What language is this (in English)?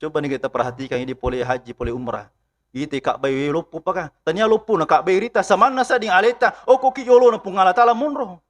Buginese